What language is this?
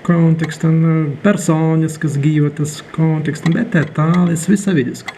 Prussian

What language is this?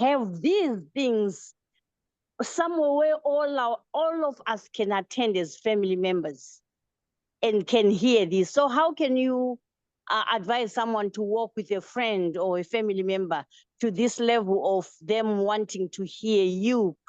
English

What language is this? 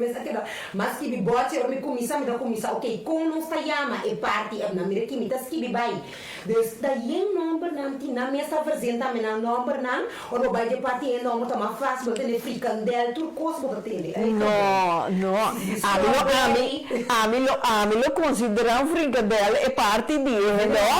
Papiamento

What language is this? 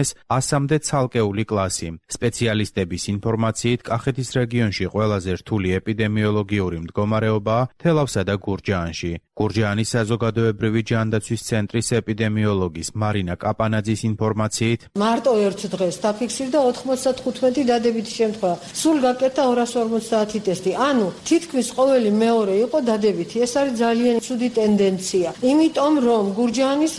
Georgian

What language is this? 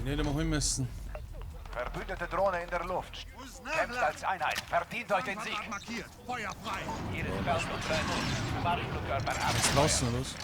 Bavarian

